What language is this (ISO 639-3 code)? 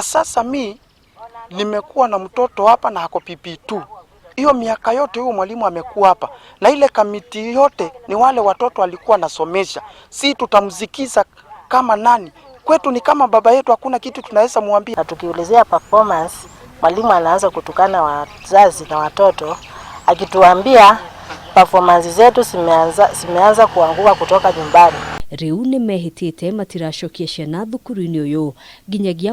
kik